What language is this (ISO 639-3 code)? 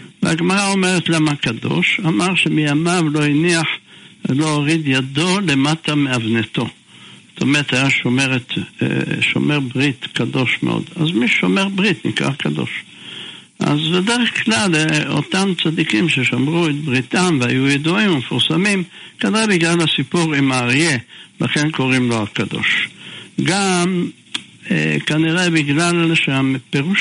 heb